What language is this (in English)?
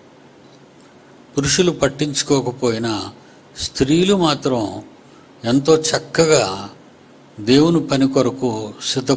Telugu